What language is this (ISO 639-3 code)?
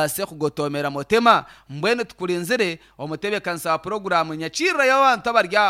nyn